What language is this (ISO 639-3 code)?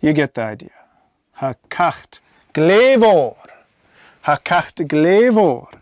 gla